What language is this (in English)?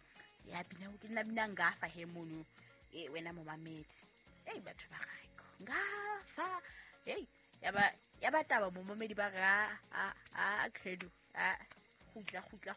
Southern Sotho